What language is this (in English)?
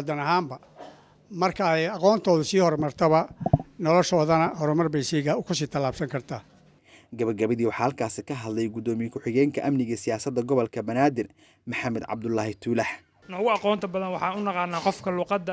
Somali